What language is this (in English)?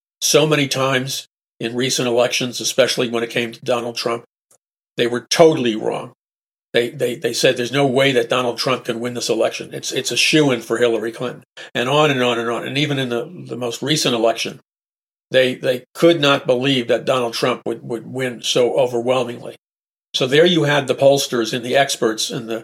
English